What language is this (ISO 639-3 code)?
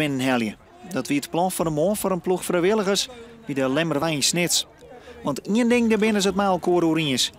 fry